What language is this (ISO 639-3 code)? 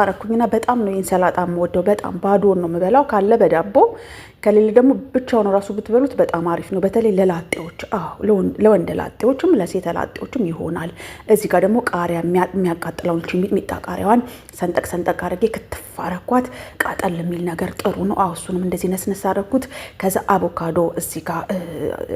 amh